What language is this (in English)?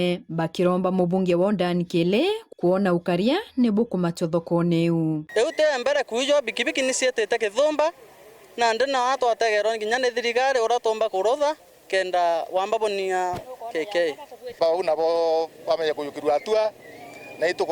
Meru